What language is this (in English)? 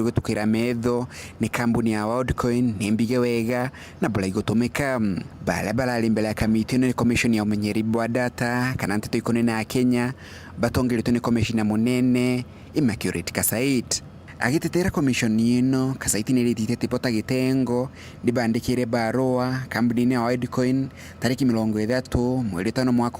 Meru